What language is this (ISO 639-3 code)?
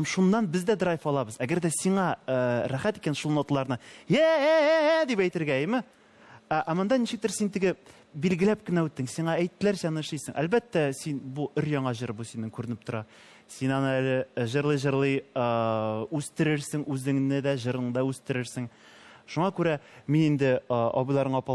tat